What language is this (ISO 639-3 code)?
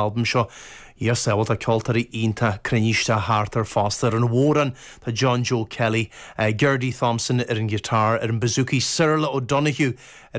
gle